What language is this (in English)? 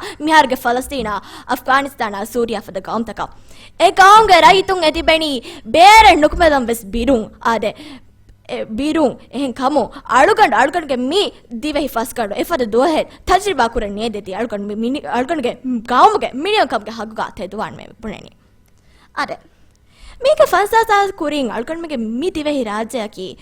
Divehi